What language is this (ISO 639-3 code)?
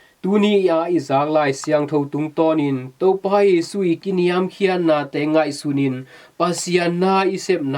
ctd